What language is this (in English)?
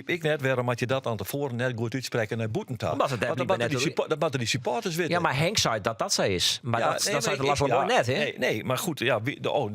Western Frisian